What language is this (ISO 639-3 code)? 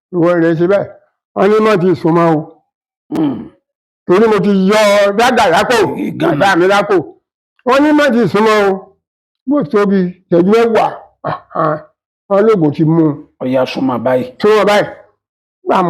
yor